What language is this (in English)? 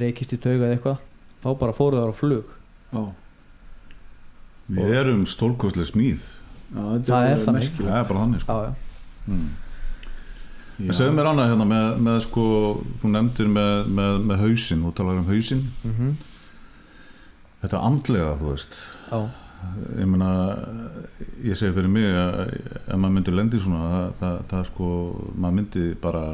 Icelandic